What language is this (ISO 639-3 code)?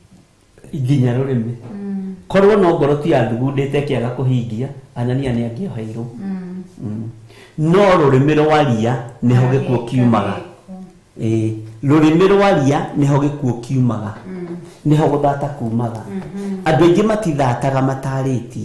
kik